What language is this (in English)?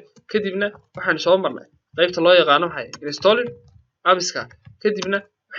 Somali